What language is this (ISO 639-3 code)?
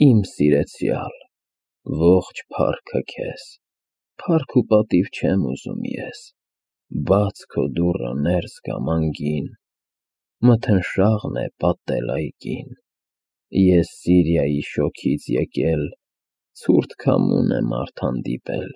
hye